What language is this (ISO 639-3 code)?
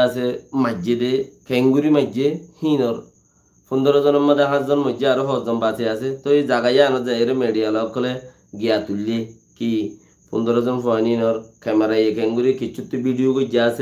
rhg